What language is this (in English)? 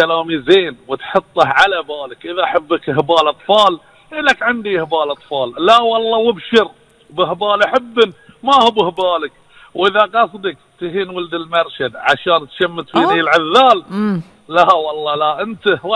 Gulf Arabic